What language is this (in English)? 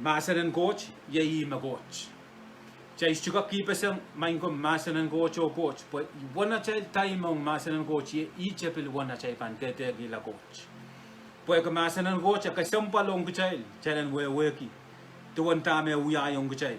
Pohnpeian